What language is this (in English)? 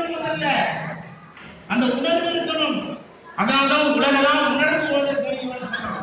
Tamil